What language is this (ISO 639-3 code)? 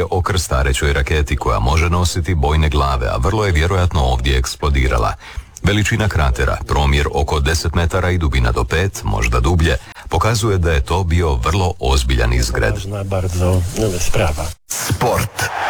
hrv